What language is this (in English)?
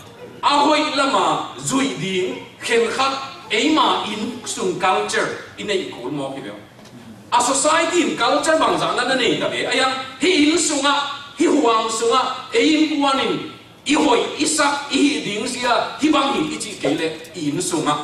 Tedim Chin